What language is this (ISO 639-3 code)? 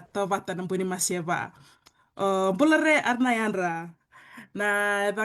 fij